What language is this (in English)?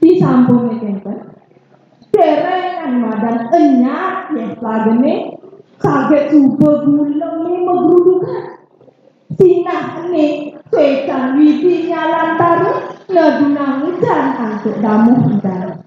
Balinese